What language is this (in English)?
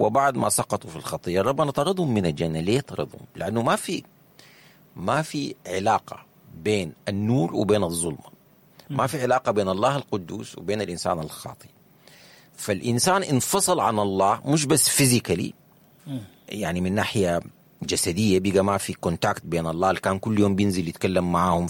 Sudanese Arabic